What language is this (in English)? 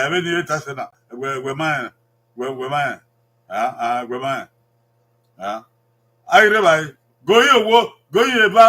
Bini